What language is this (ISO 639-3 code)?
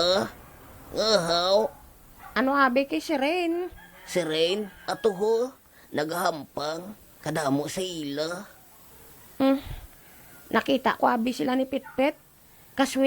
hil